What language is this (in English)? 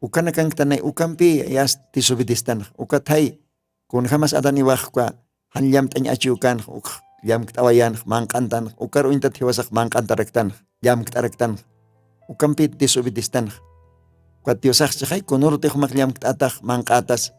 Aymara